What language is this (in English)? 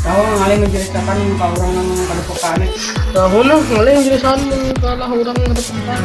Banjar